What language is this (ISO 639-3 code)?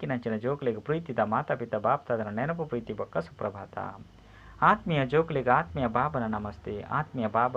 tcy